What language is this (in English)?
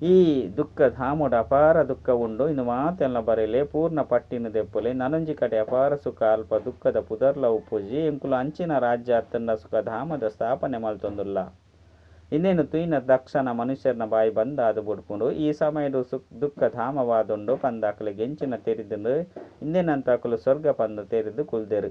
Tulu